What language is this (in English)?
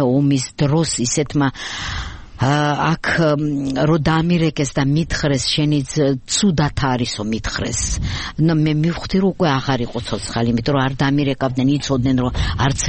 Georgian